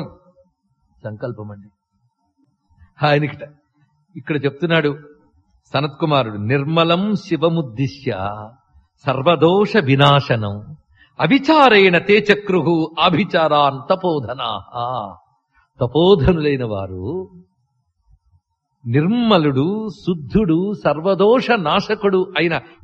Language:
Telugu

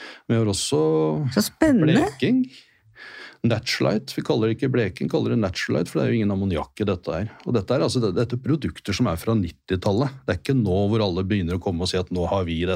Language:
Norwegian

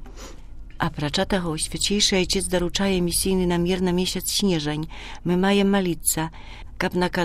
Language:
Belarusian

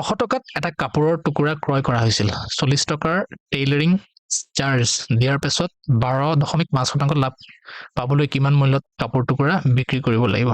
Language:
Assamese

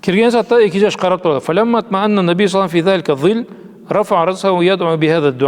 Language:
Karachay-Balkar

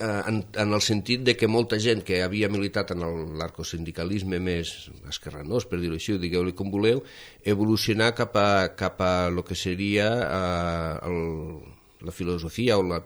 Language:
Catalan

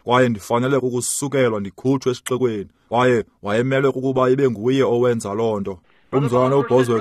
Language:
Xhosa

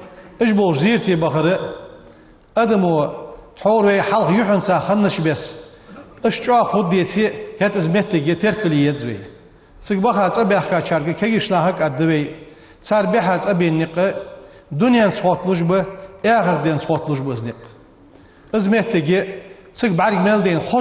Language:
Ingush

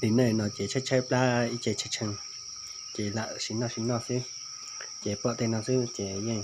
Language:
Hmong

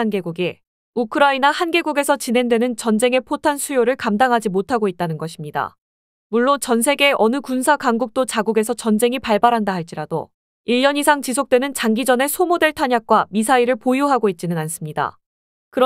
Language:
Korean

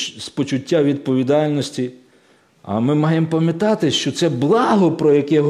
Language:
Ukrainian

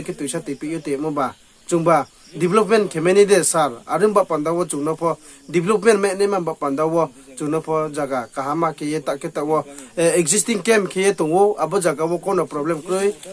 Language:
Riang (India)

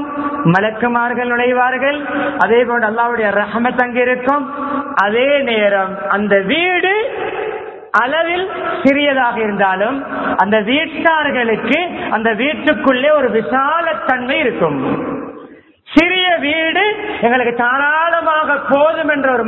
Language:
Tamil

